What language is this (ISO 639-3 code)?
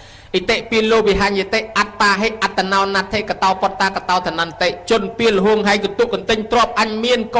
khm